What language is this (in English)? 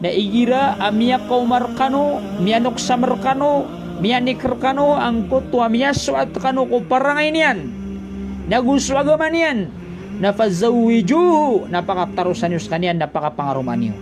Maranao